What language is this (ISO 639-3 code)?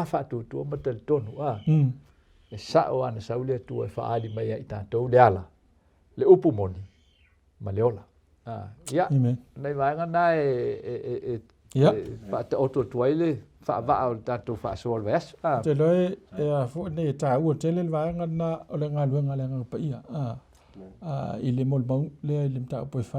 smo